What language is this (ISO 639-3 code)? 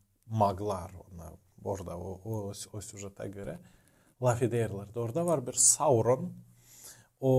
gag